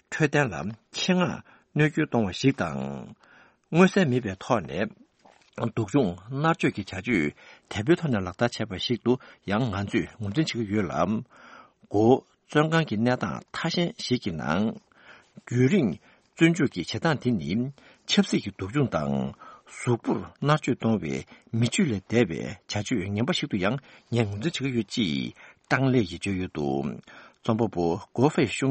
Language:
Tibetan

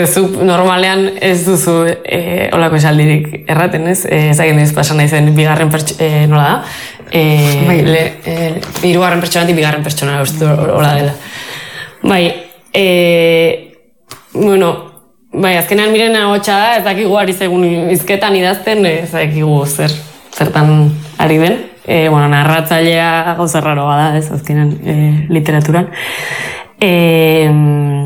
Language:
Basque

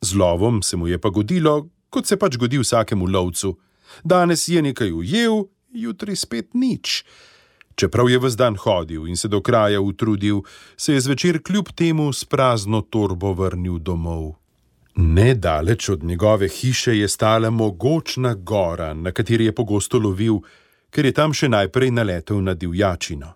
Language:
Slovenian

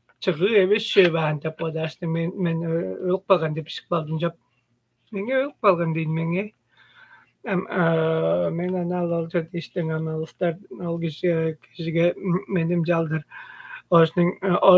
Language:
Tuvinian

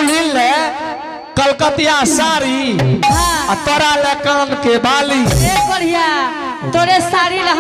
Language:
Angika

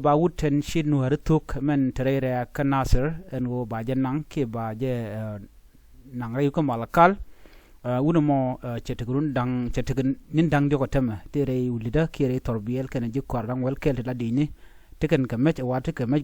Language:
Nuer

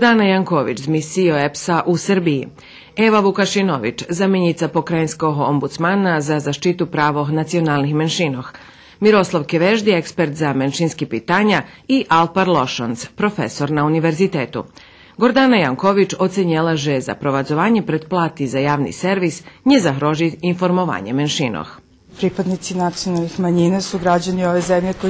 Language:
Rusyn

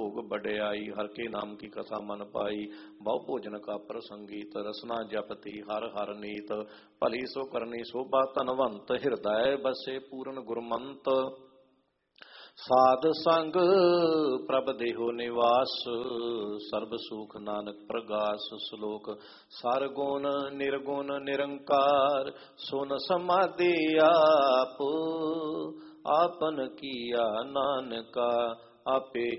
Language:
Punjabi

